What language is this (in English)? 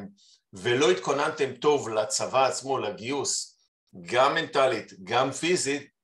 Hebrew